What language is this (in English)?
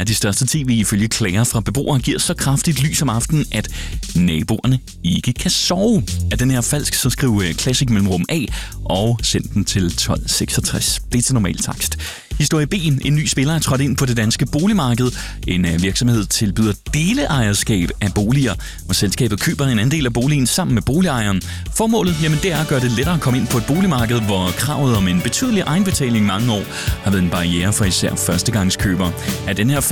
Danish